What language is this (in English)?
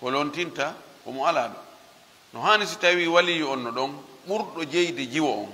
Fula